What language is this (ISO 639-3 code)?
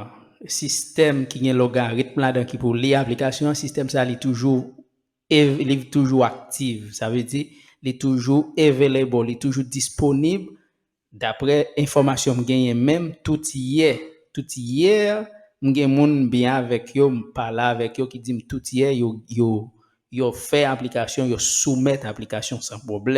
hat